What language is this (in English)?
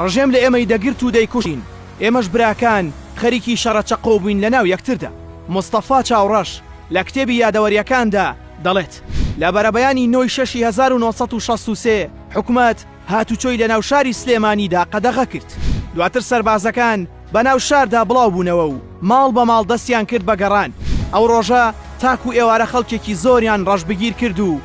Central Kurdish